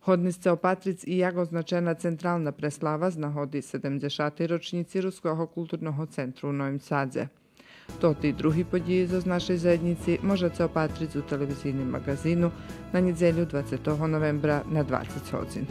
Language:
Rusyn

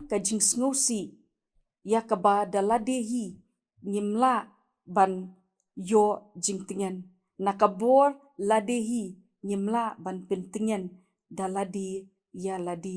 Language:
Khasi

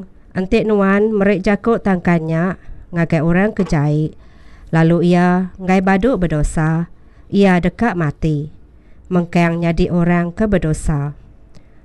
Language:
Iban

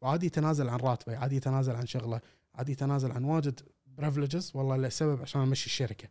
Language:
Gulf Arabic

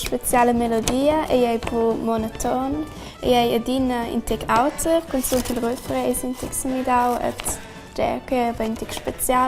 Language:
Romansh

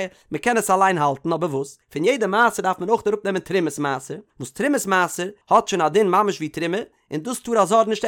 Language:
Yiddish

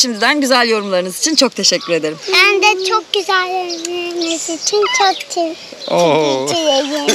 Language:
Turkish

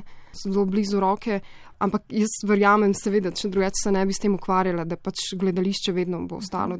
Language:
Slovenian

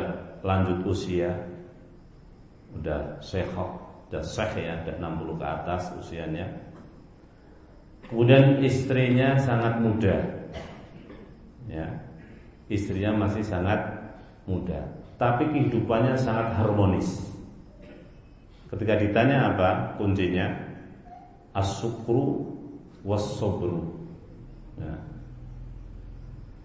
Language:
Indonesian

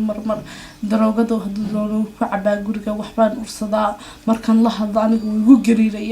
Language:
Somali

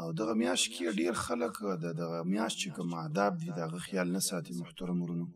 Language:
Pashto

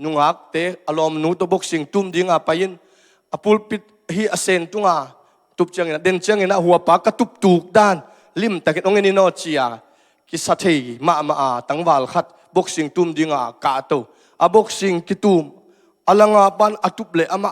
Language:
Tedim Chin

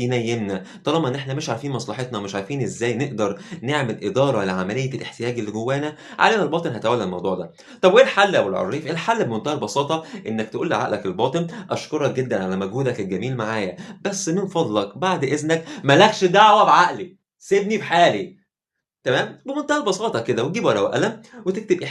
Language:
Egyptian Arabic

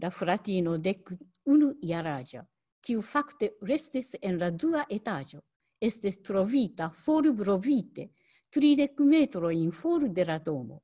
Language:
Esperanto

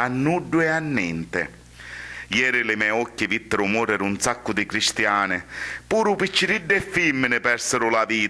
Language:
Sicilian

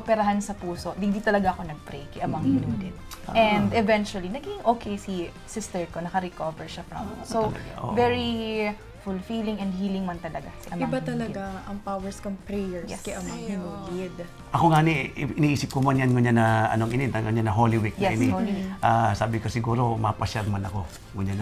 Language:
Bikol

